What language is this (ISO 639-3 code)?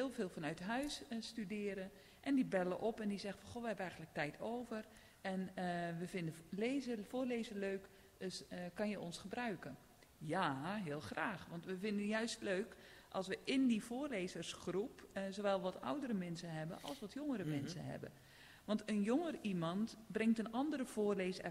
nld